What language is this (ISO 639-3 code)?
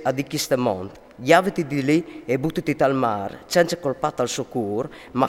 fur